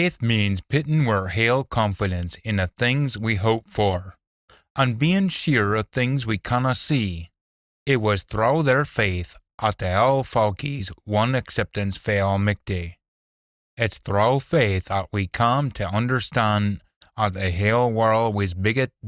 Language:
Scots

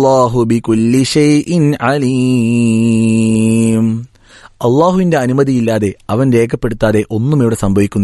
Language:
Malayalam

